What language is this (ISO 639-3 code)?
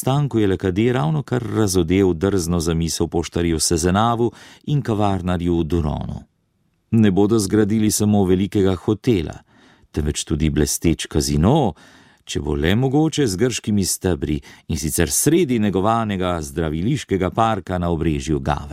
slv